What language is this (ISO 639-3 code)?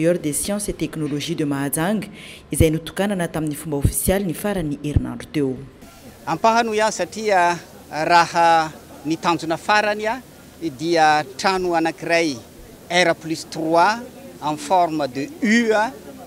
mlg